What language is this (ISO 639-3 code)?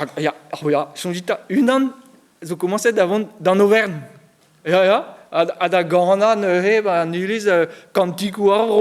bre